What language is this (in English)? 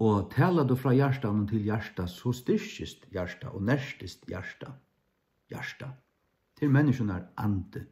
Faroese